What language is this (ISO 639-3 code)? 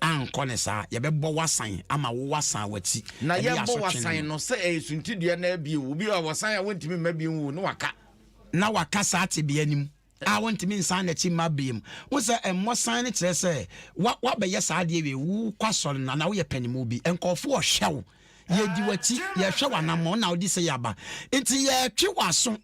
aka